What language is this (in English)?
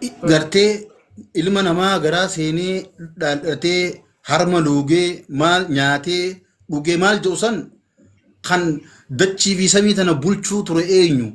Oromo